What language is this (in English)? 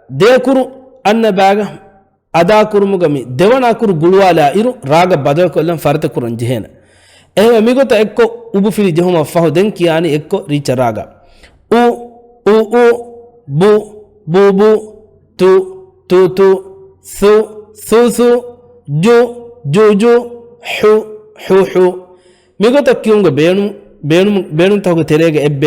Divehi